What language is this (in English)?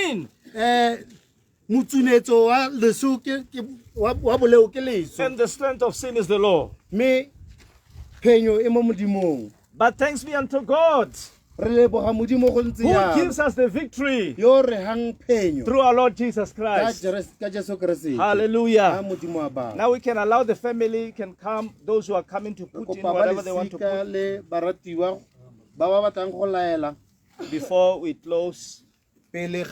Tswana